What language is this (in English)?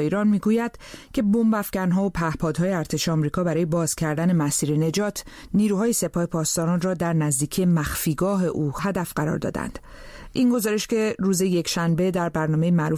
Persian